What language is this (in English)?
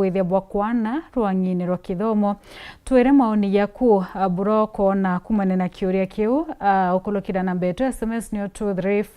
Meru